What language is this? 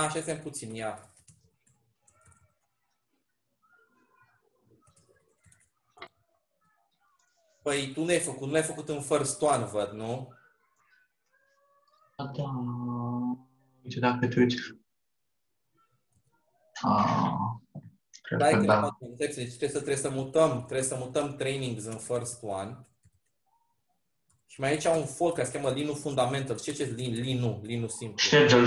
Romanian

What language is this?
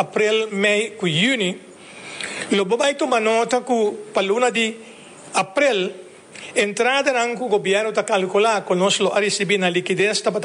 Papiamento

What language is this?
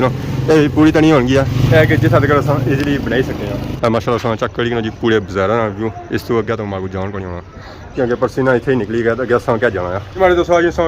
Pahari-Potwari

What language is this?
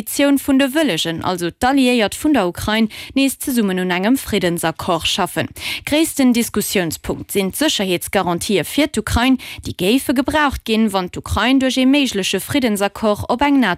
Luxembourgish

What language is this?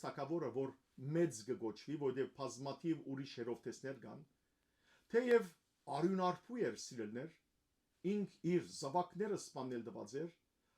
Western Armenian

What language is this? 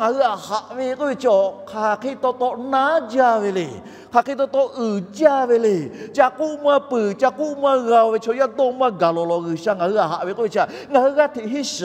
Lahu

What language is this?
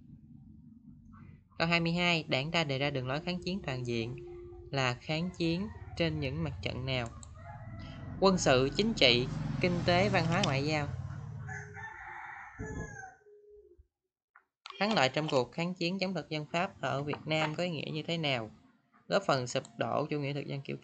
Vietnamese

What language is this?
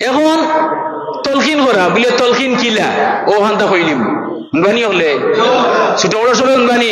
Sylheti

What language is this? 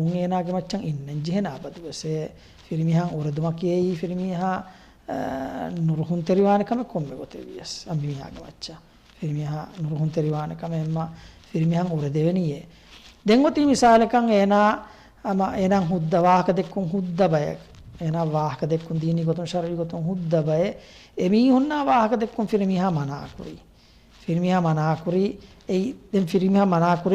Divehi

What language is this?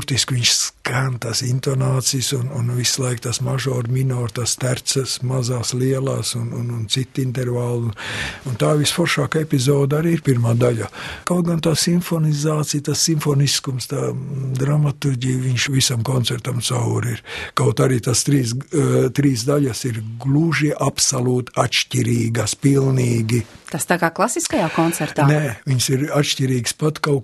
Latvian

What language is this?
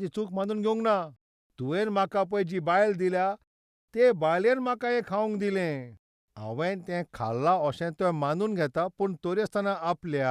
Konkani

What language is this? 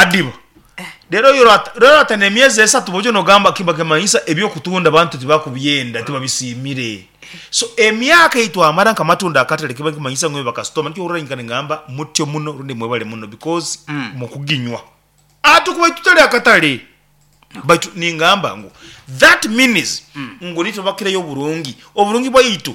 Nyankole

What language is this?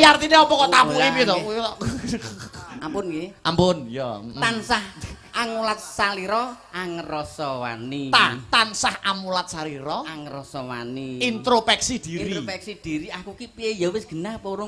Javanese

